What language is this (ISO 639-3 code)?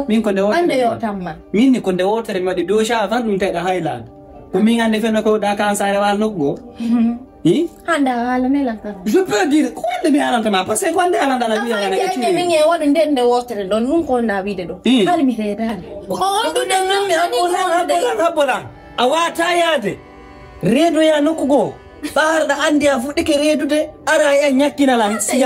ful